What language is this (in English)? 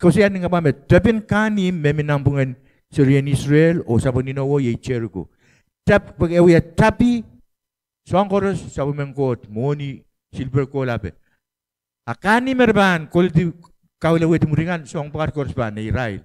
Pohnpeian